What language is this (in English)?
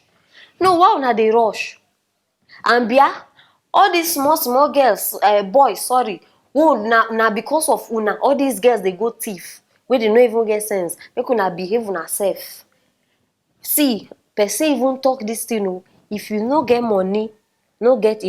Nigerian Pidgin